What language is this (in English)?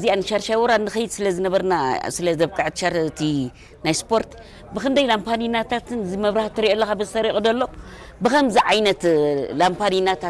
Tigrinya